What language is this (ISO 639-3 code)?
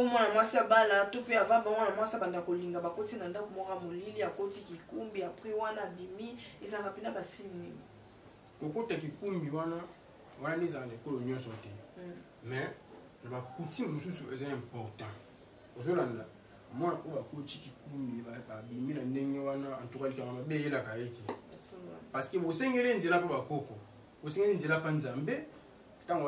lin